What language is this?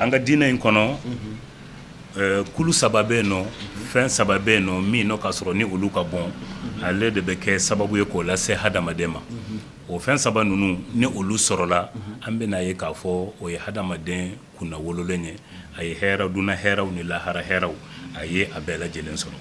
Bambara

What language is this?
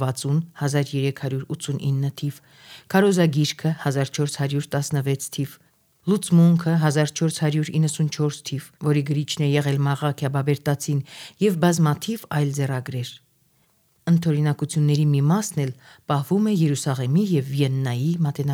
Armenian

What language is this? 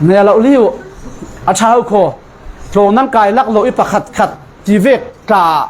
Falam Chin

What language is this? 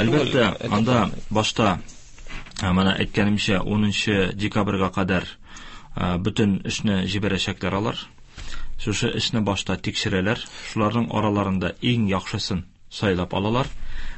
Tatar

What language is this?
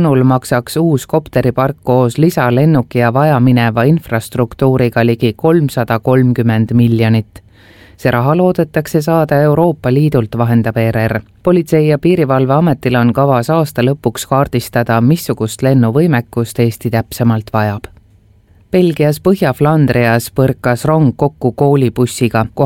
Estonian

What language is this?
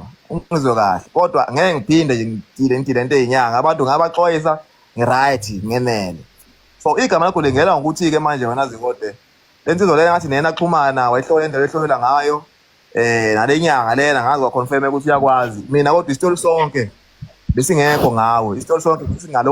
Zulu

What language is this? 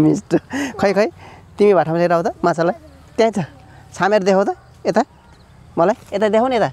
Nepali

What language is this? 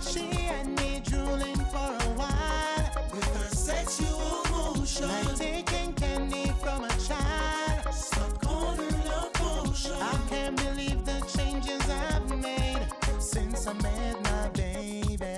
Fijian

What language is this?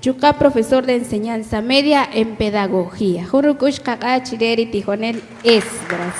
Kaqchikel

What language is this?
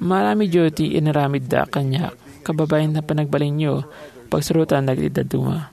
Iloko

